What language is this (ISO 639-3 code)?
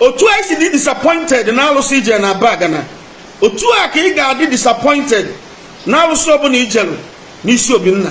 ibo